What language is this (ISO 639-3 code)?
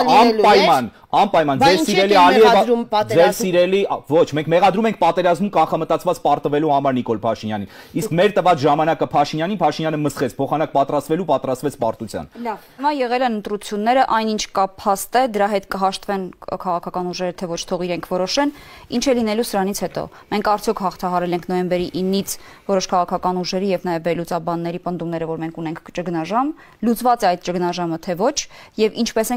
hye